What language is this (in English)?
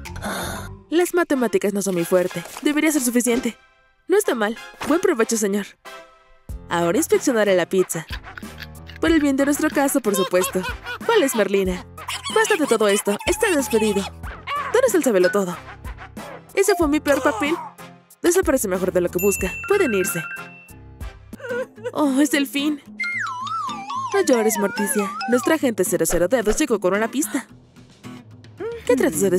Spanish